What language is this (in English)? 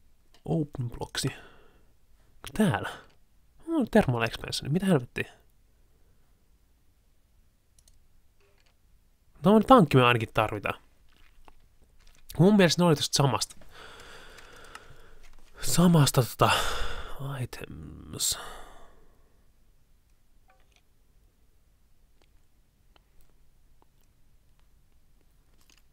Finnish